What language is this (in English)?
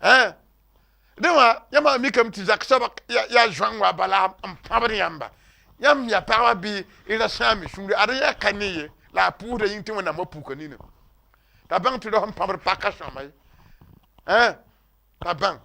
Mossi